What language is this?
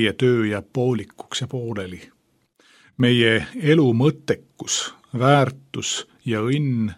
Estonian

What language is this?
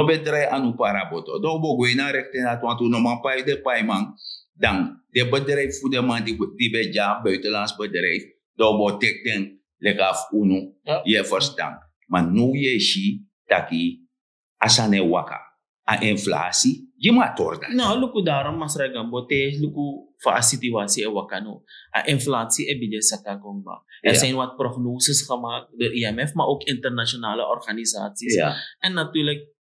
Sranan Tongo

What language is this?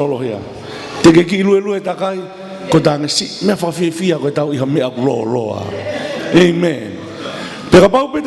Tongan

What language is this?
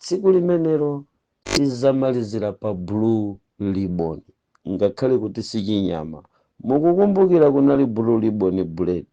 Nyanja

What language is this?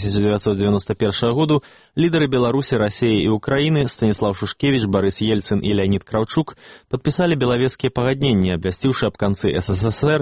Belarusian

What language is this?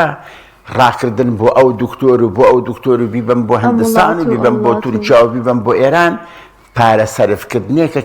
Central Kurdish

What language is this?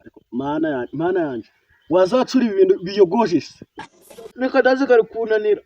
Kinyarwanda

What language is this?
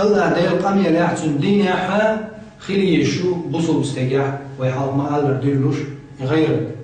Chechen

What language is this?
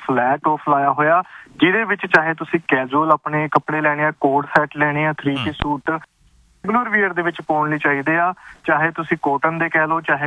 Punjabi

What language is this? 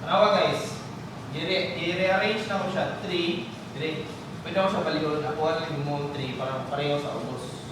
Cebuano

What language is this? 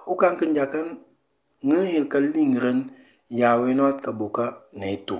Mankanya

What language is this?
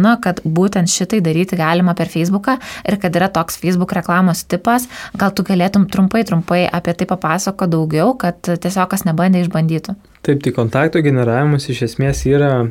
Lithuanian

